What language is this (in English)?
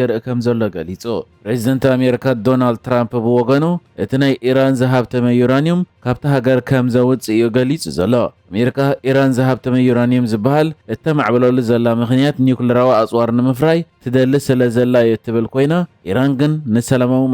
Tigrinya